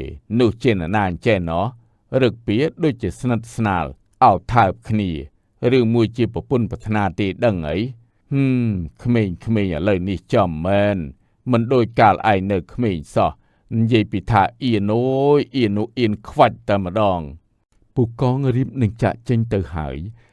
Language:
Khmer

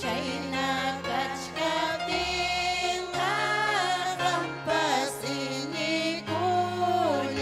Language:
Ayacucho Quechua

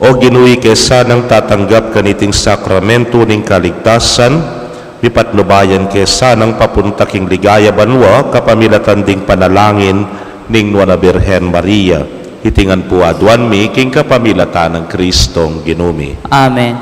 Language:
Pampanga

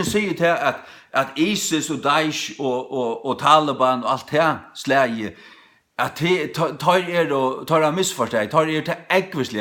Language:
Faroese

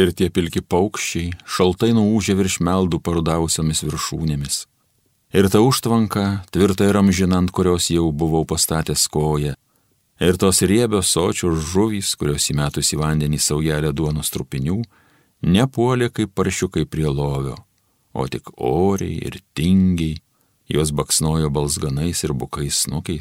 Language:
Lithuanian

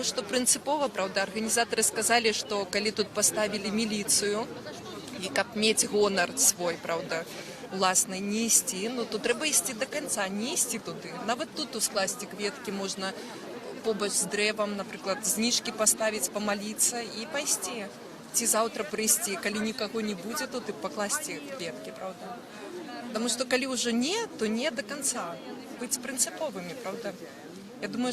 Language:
Belarusian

